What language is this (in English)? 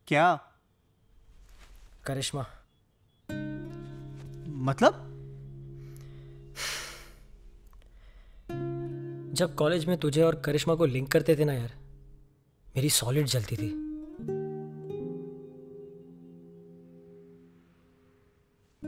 Hindi